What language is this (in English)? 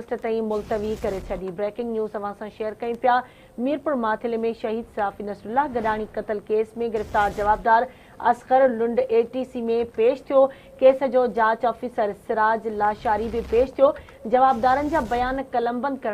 Sindhi